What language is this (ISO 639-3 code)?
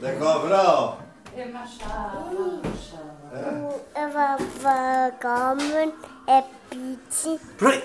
bos